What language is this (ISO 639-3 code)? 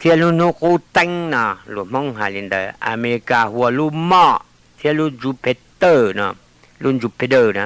hmn